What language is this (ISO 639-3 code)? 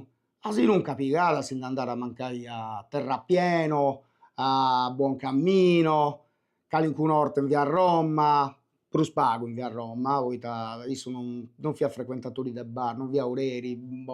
srd